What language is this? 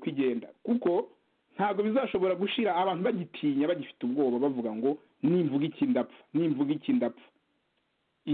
Kinyarwanda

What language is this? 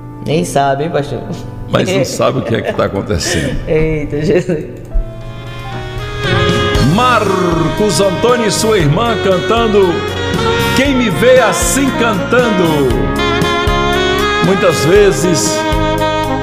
Portuguese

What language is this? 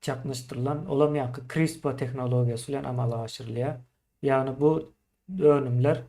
Turkmen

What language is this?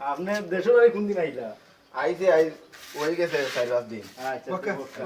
Sylheti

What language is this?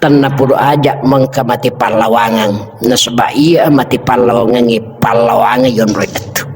Buginese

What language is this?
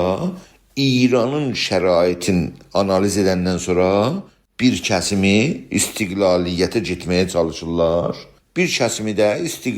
South Azerbaijani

